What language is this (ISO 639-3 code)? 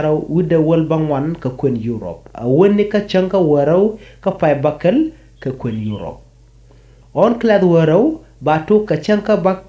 nus